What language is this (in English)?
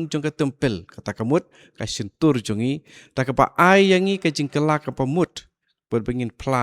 Khasi